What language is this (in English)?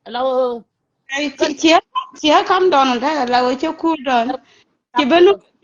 Nuer